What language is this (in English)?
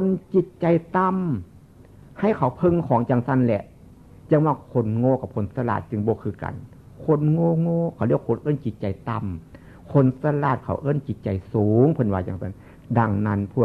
Northeastern Thai